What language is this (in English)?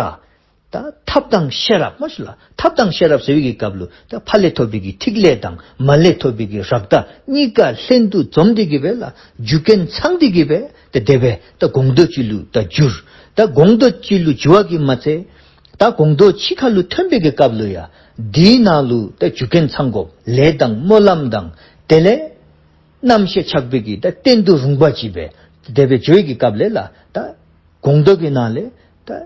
Dzongkha